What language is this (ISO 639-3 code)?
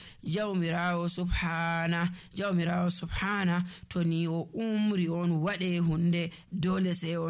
fuv